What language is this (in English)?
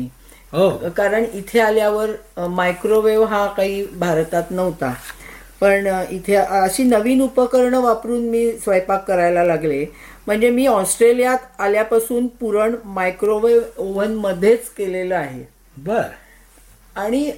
Marathi